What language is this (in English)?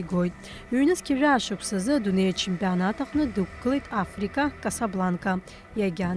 Abkhazian